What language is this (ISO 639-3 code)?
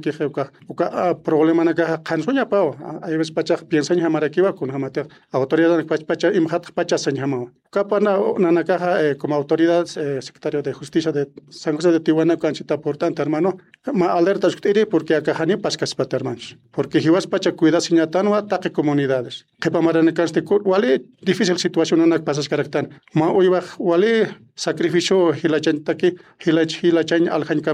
aym